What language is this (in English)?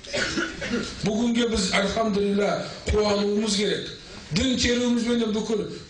Kazakh